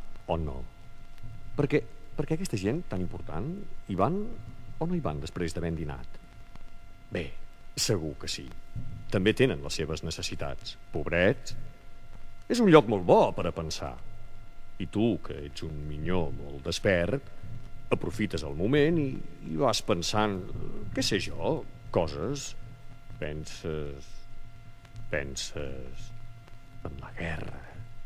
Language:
Catalan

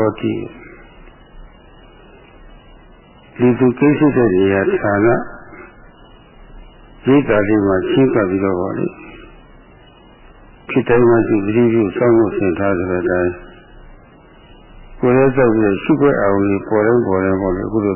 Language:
Burmese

